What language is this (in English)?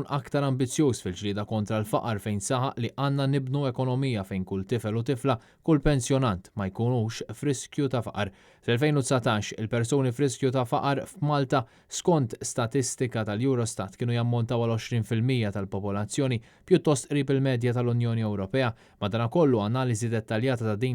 Maltese